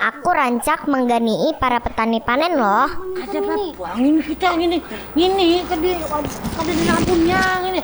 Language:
Banjar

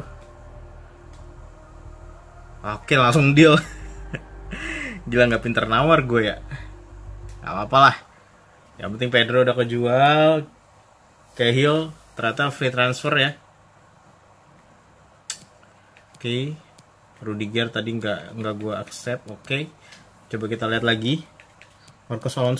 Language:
Indonesian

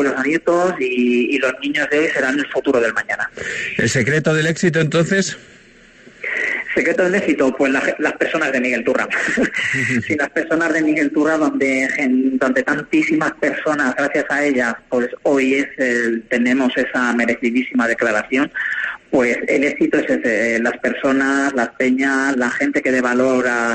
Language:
Spanish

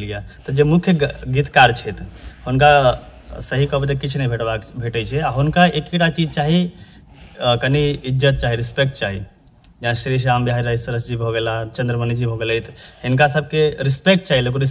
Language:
Maithili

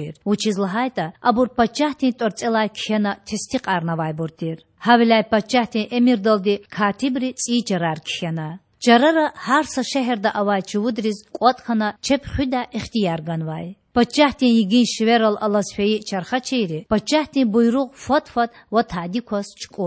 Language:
Lezghian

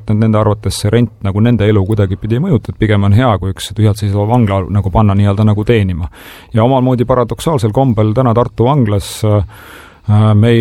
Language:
Estonian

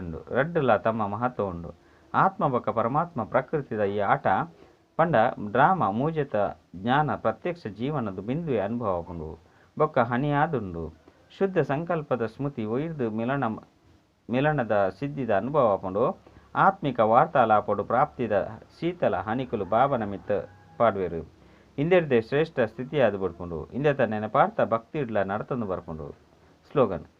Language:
Tulu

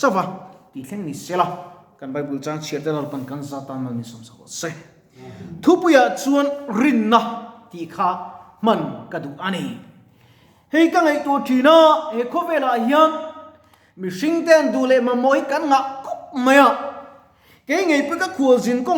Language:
Mizo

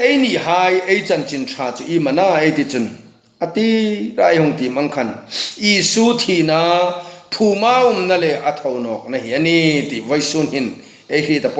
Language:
Hmar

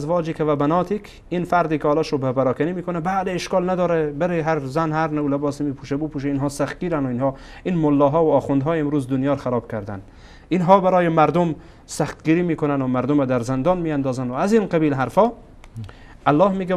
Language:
Persian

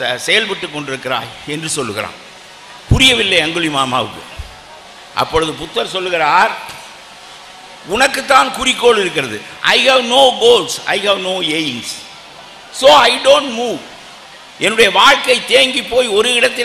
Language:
Tamil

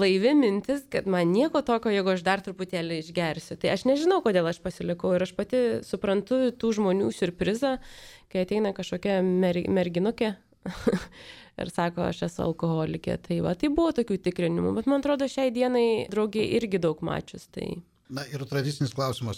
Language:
Lithuanian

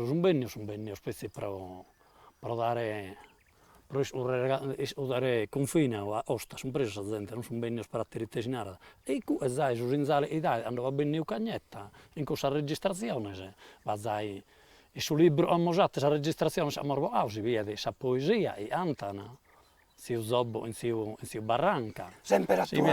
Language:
Sardinian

